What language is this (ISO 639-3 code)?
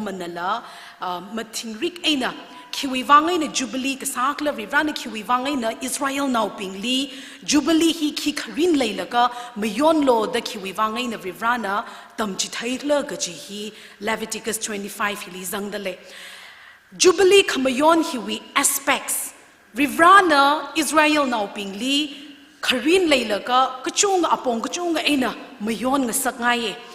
nmf